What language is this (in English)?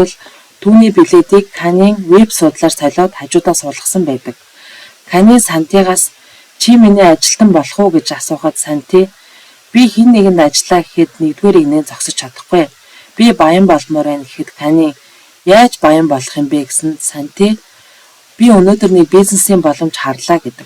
Mongolian